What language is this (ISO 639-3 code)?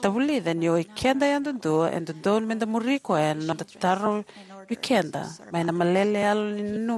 fij